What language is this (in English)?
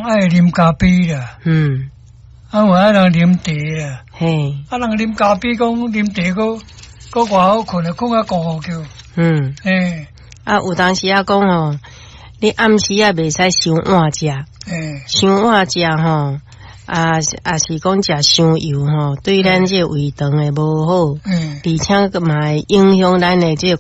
Min Nan Chinese